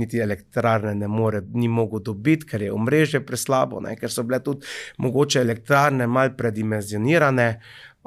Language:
Slovenian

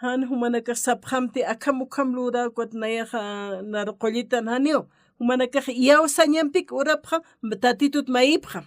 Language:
Aymara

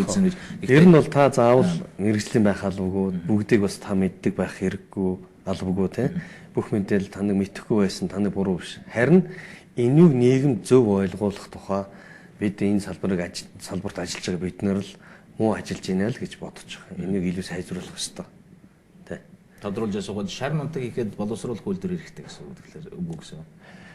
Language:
Mongolian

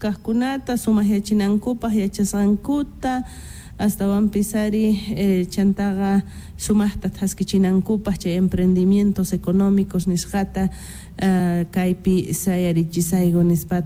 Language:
South Bolivian Quechua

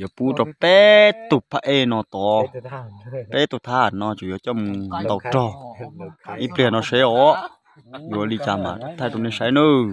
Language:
Hmong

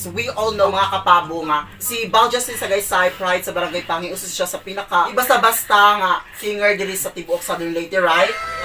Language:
Cebuano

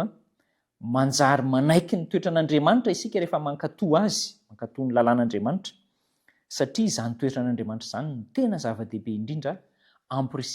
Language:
Malagasy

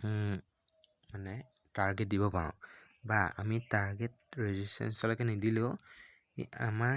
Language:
Assamese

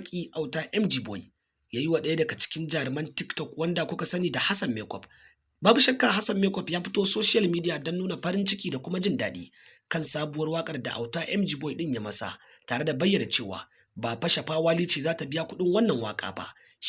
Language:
Hausa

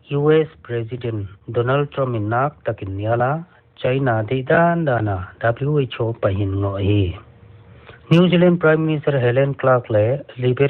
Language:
Paite Chin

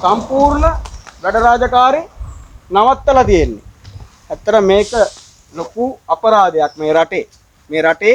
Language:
Sinhala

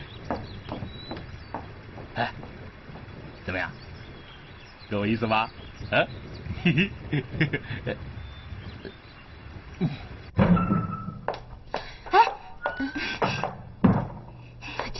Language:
Chinese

